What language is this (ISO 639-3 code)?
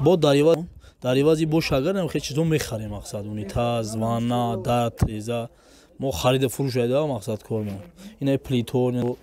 tgk